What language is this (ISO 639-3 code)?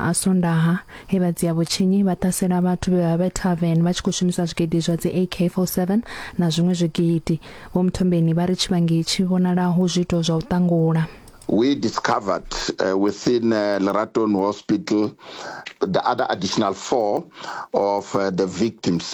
ven